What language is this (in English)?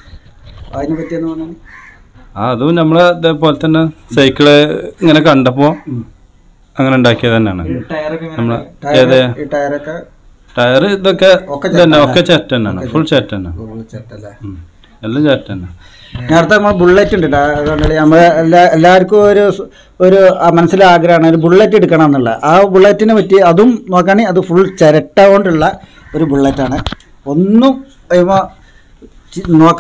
Malayalam